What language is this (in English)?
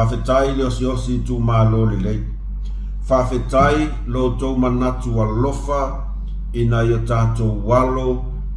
Samoan